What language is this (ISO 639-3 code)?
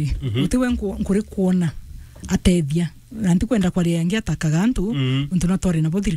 mer